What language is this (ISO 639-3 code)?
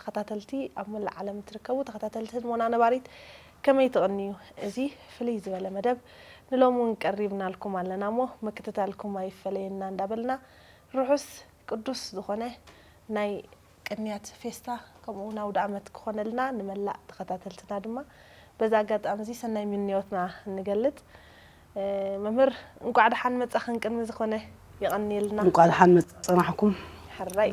tir